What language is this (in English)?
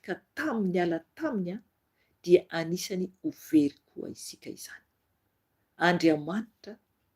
Malagasy